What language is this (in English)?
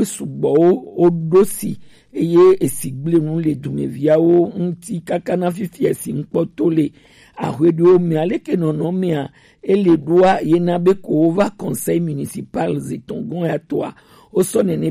Gen